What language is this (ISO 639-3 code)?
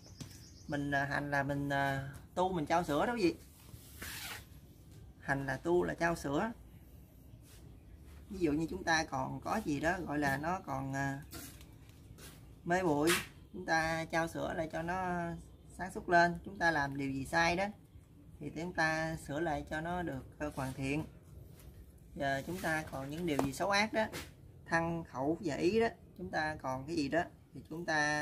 vie